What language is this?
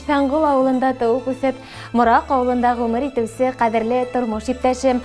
Bashkir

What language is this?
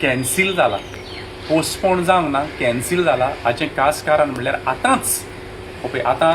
Konkani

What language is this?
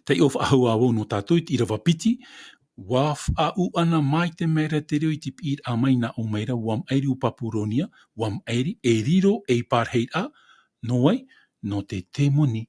Tahitian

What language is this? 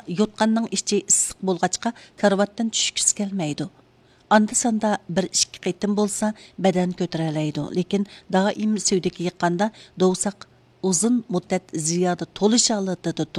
Uyghur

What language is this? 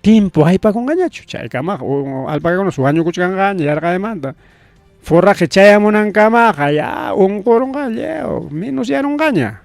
Ayacucho Quechua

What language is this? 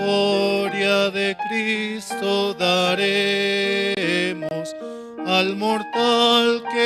South Bolivian Quechua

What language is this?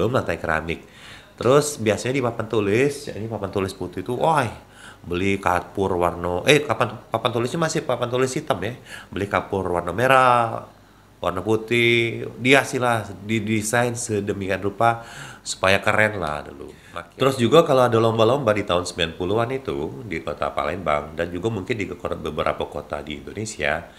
Musi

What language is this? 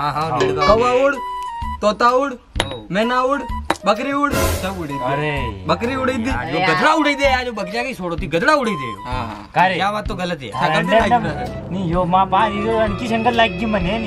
Rajasthani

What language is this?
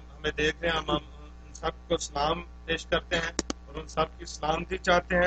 Urdu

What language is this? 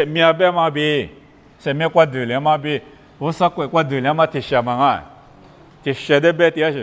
Lisu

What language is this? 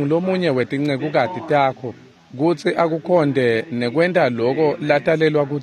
Swati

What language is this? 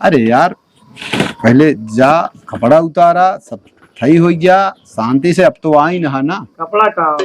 Awadhi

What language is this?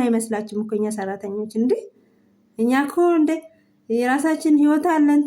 Amharic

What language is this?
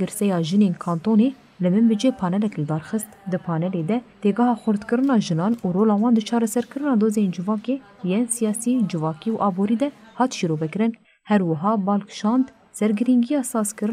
Kurdish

